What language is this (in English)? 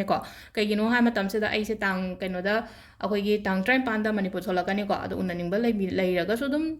Manipuri